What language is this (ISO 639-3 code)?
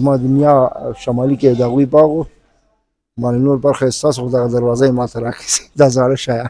pus